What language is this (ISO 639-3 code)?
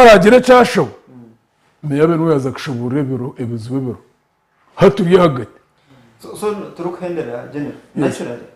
nyn